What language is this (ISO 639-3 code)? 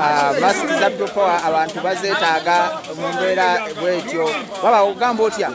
lug